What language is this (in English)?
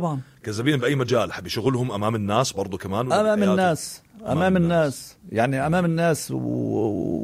North Levantine Arabic